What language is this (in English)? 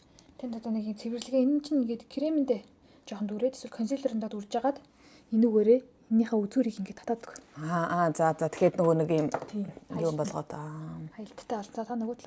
Mongolian